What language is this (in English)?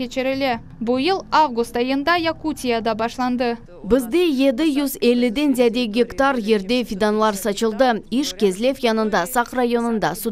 Crimean Tatar